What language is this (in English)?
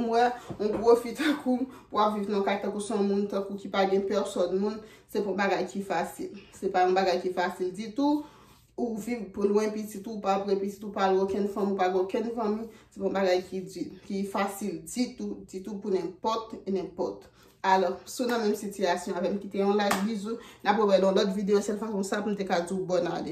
Haitian Creole